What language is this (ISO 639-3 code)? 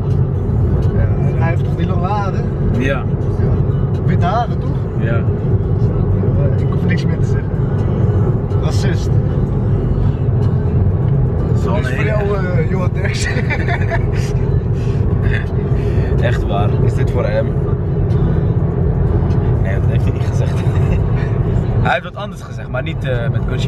nld